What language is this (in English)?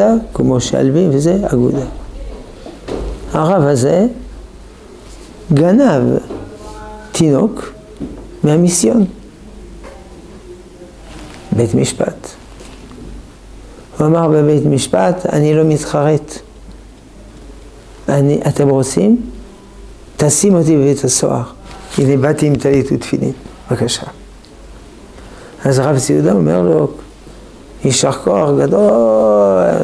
Hebrew